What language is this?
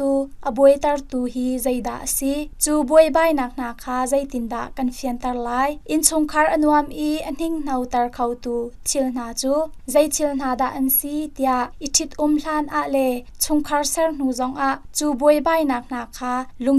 Hakha Chin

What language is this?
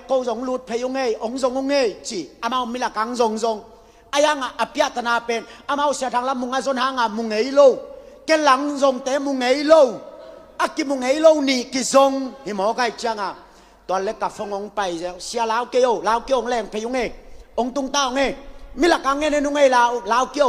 Tedim Chin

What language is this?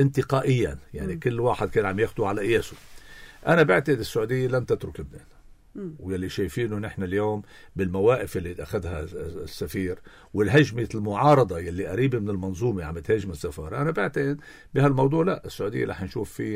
North Levantine Arabic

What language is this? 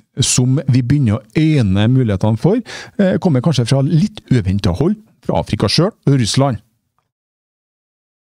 Norwegian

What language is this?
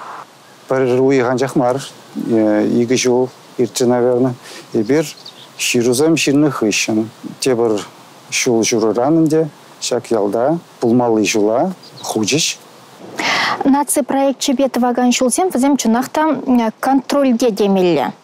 Chuvash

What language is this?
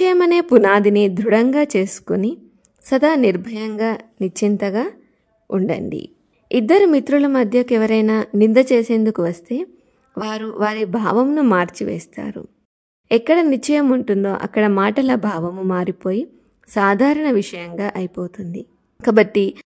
Telugu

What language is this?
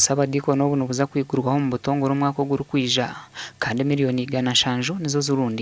Nyankole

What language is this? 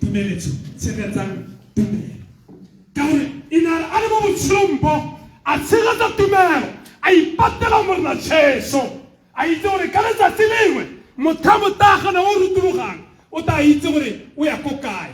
Tswana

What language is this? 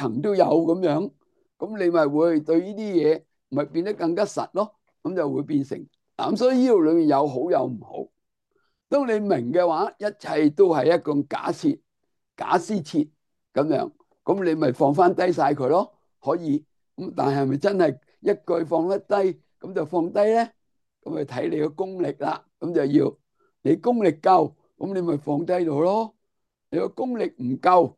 Cantonese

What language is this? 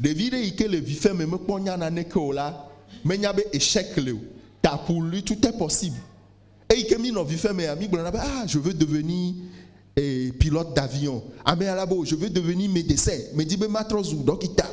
Ewe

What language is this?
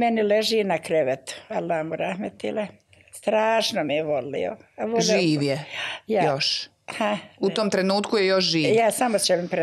Bosnian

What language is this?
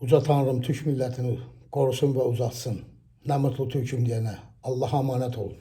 Azerbaijani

